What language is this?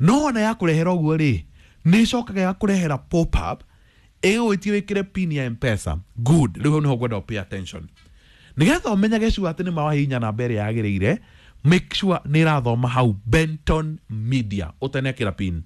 Kikuyu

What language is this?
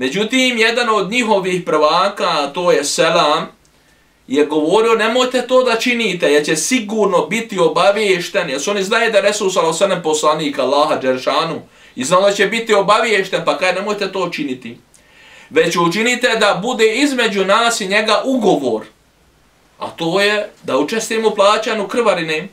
Bosnian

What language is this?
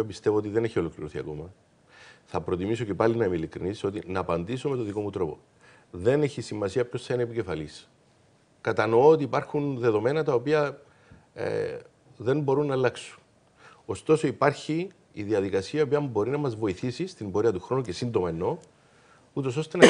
Greek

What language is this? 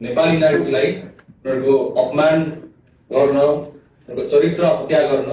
Nepali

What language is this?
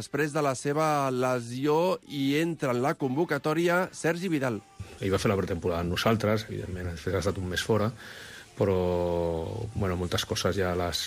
Catalan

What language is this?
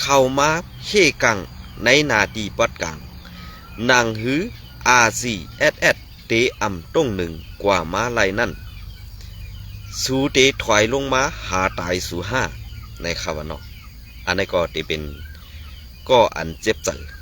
Shan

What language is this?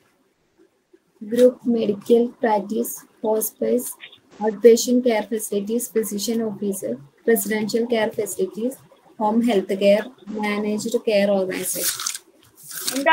Malayalam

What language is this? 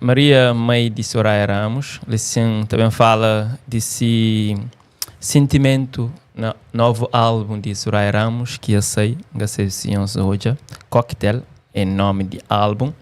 Kabuverdianu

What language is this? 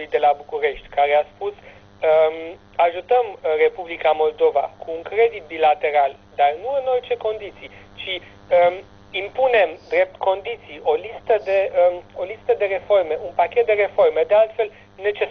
Romanian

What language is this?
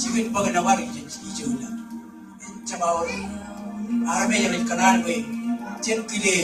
Marshallese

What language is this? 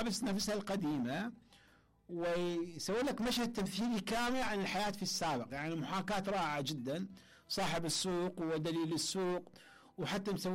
Mesopotamian Arabic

